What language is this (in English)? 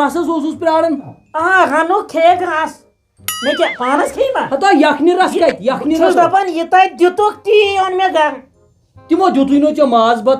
Kashmiri